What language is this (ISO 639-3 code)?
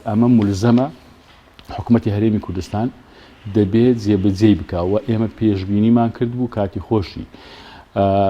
ckb